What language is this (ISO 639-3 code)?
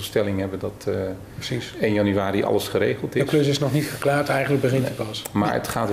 nld